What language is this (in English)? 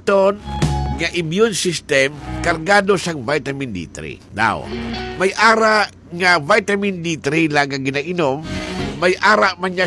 Hiligaynon